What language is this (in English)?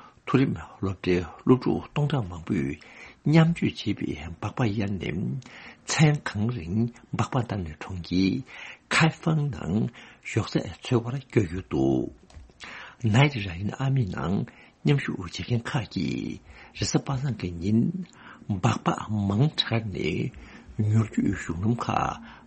Tibetan